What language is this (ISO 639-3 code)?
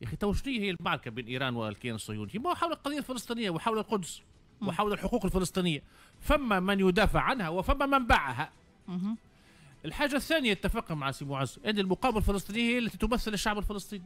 aeb